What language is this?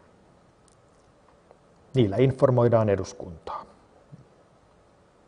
Finnish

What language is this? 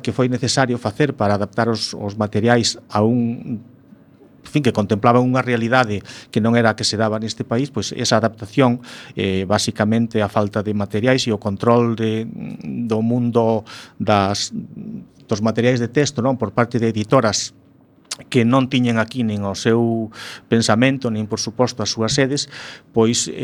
Galician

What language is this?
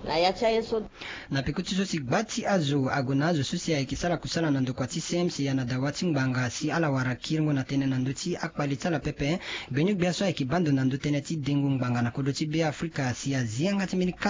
Sango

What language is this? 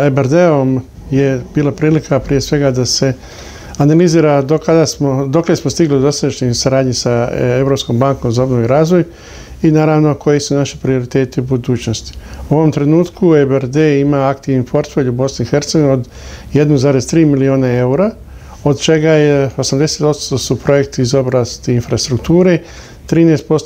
Bosnian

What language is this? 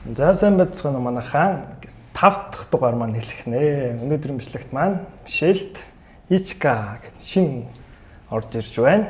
Mongolian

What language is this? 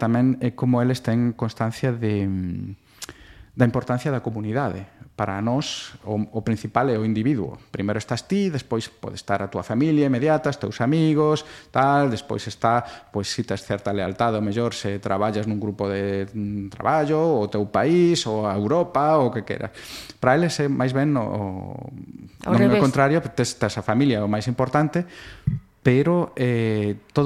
Galician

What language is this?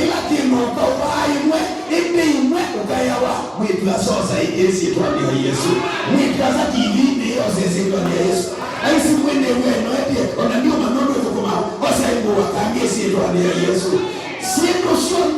Kamba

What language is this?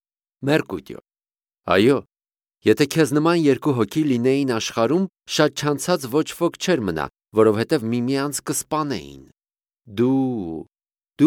Armenian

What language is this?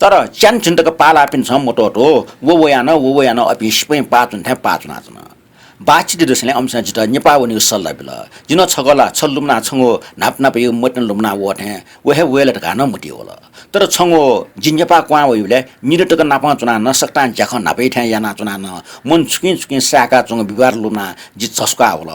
Newari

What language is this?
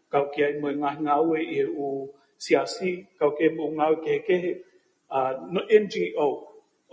Tongan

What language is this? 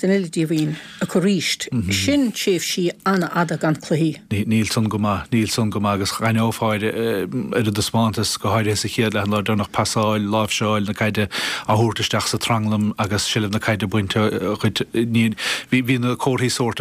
Irish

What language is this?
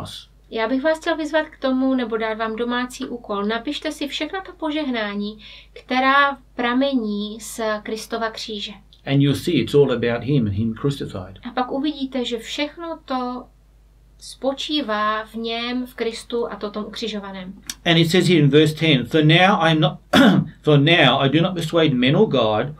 Czech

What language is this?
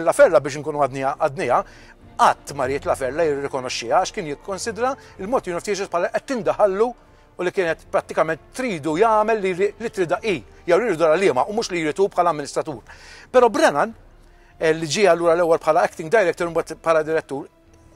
Maltese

